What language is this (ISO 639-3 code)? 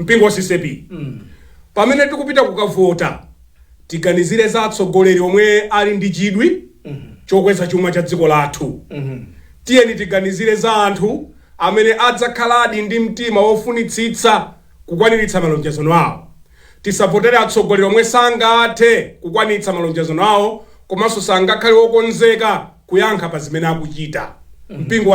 nya